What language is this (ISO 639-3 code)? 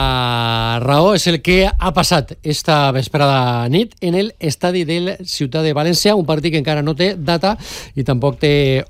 cat